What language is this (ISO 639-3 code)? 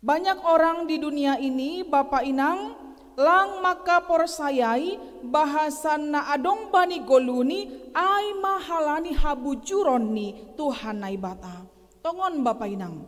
bts